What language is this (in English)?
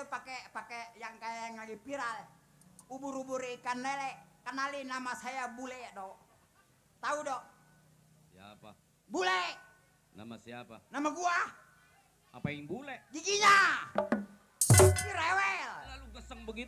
Betawi